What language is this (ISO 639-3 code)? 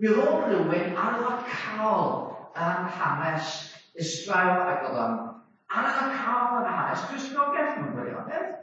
cym